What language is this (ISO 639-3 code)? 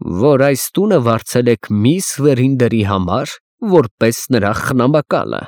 hye